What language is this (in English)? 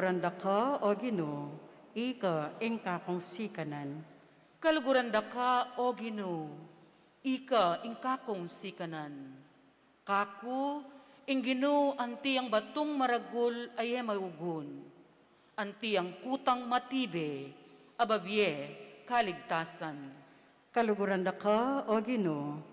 Pampanga